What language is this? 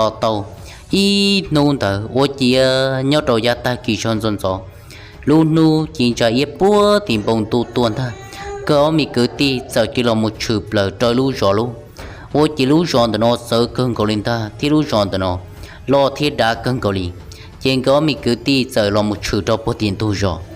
Hmong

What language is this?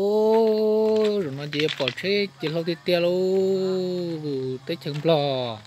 Hmong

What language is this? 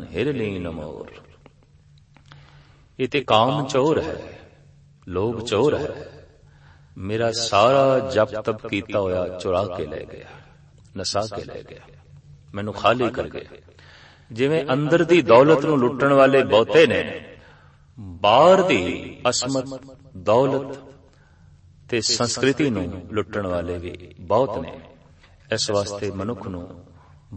Punjabi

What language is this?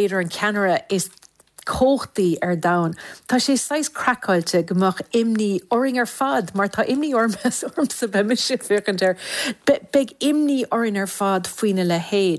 Irish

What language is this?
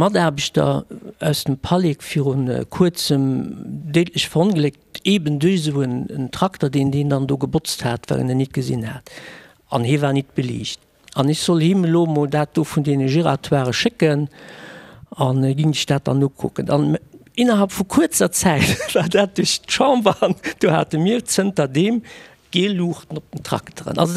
Luxembourgish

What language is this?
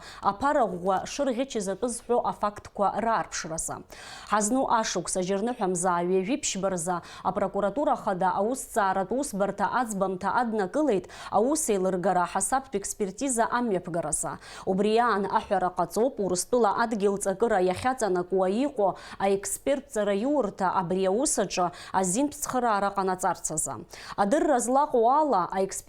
Abkhazian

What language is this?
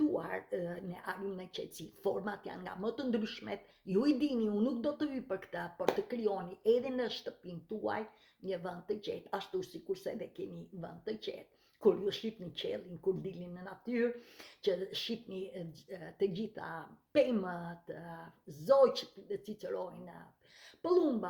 Albanian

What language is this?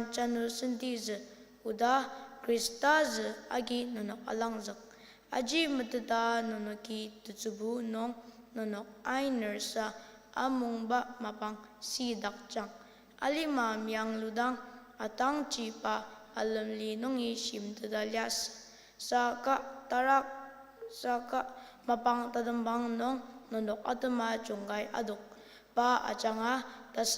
Ao Naga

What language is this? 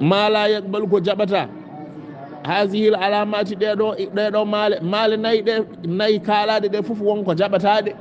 Fula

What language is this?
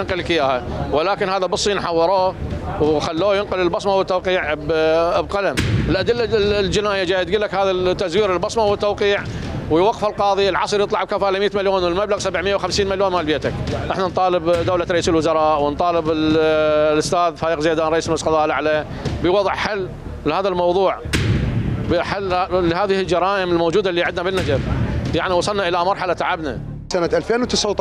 Mesopotamian Arabic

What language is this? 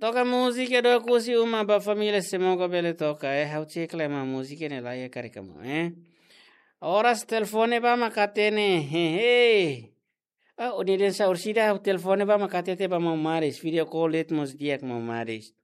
Tetum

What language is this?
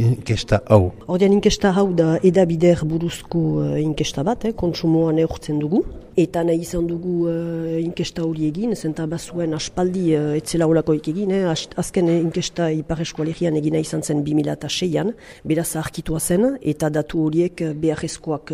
Basque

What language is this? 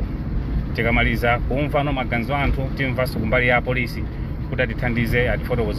Nyanja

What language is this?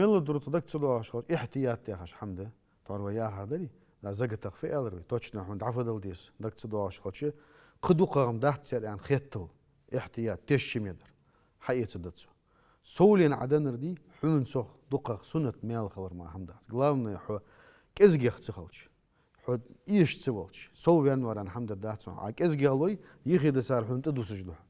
Ingush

